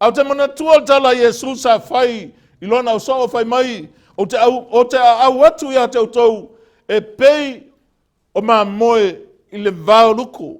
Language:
Samoan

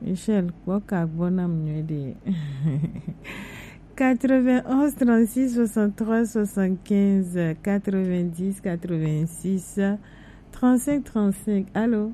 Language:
Gen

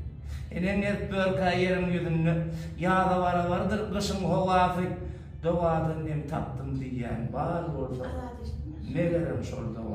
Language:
Turkmen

